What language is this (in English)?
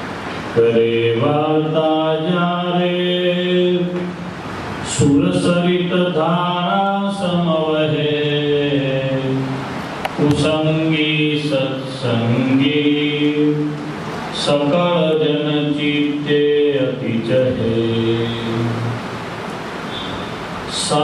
Gujarati